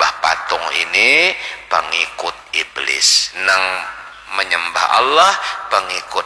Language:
Banjar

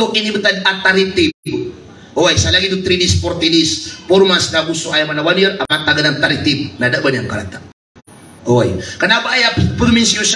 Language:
Maranao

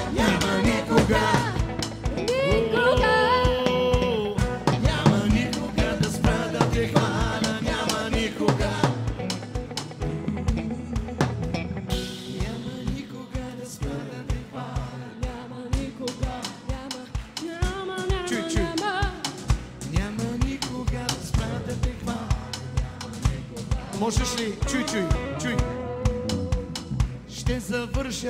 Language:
Bulgarian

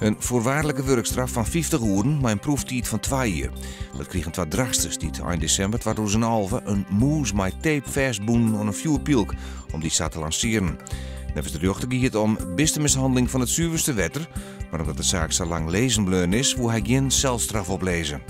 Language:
Western Frisian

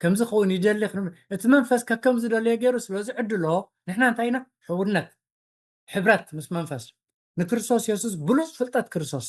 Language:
Tigrinya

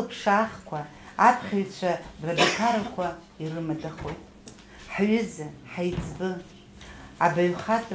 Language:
Abkhazian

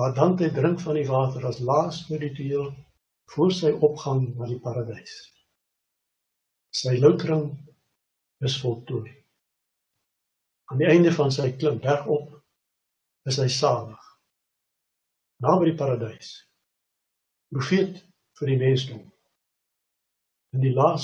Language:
Afrikaans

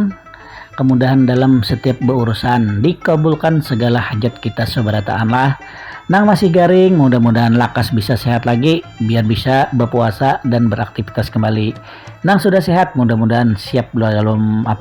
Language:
Banjar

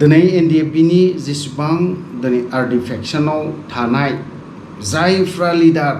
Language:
Bodo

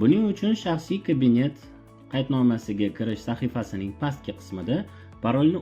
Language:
Uzbek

